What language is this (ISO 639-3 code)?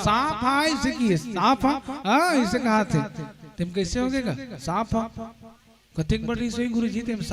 hne